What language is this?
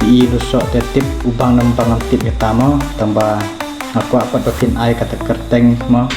Khasi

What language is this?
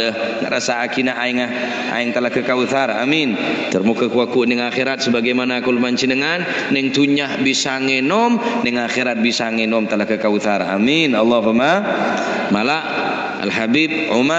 Madurese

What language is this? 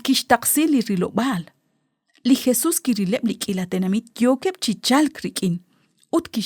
Kekchí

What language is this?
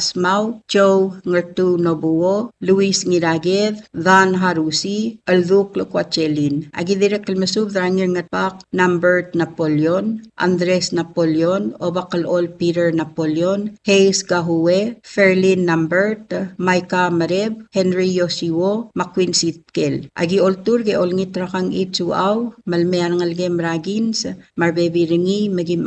Palauan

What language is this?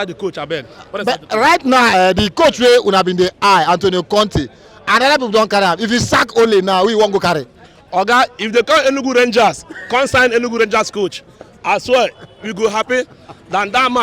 Nigerian Pidgin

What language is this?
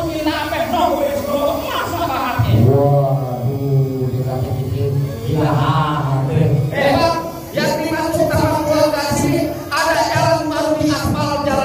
Betawi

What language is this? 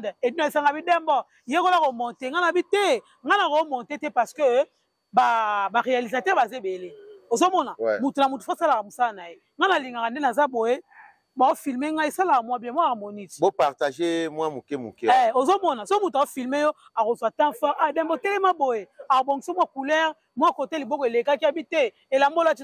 Lingala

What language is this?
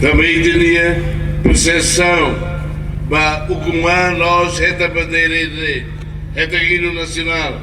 Tetum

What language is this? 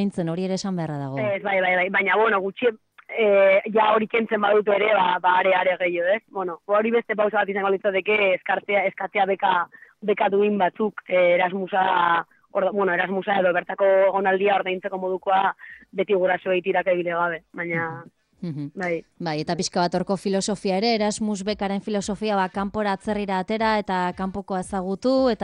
Basque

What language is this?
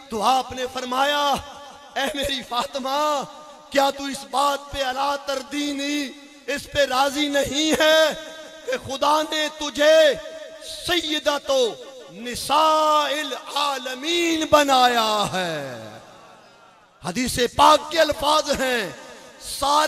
Urdu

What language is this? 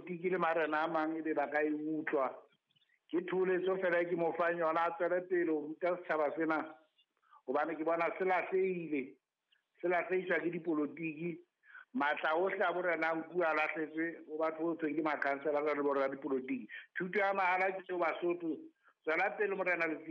Southern Sotho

